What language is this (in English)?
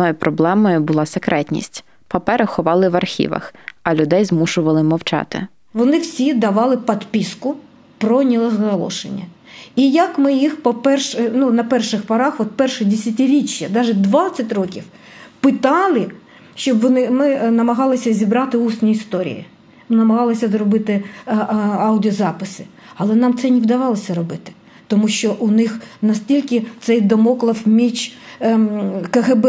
Ukrainian